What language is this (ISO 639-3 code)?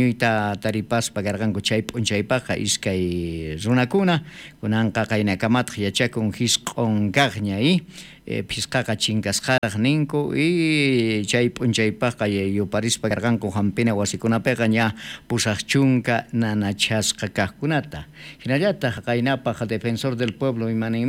quh